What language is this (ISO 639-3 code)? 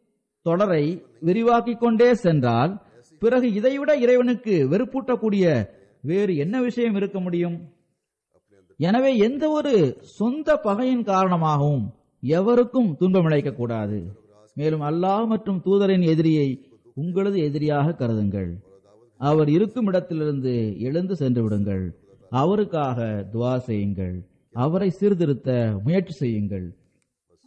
tam